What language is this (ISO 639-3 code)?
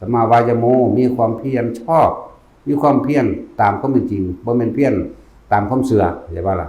tts